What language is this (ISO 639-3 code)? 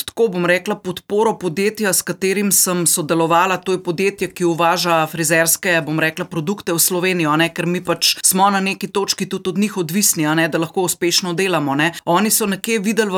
slv